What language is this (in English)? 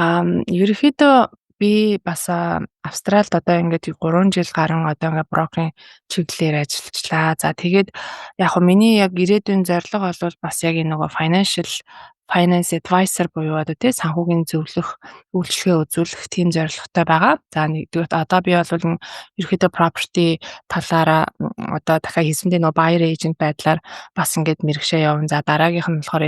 Mongolian